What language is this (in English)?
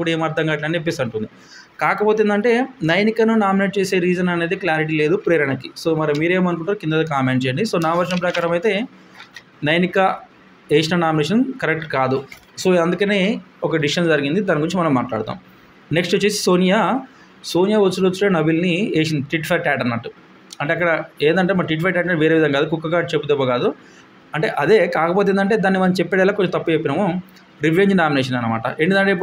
Telugu